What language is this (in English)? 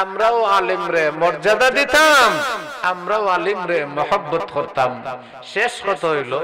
Sylheti